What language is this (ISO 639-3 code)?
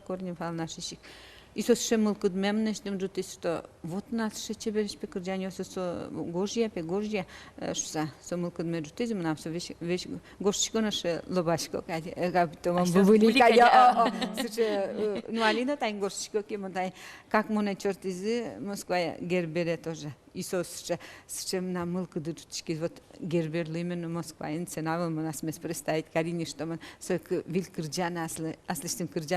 udm